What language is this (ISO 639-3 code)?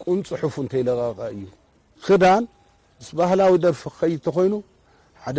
tir